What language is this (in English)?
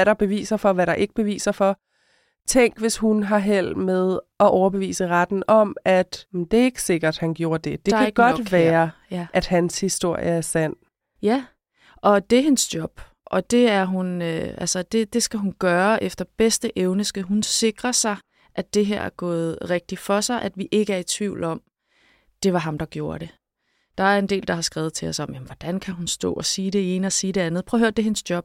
Danish